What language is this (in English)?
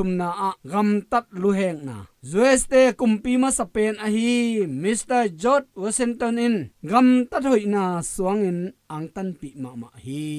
Tedim Chin